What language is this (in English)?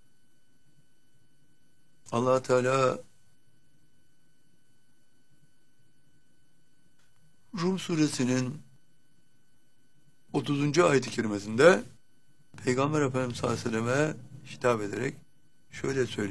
Turkish